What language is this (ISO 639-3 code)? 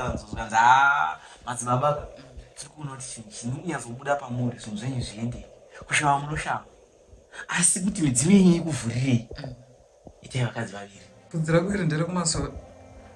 sna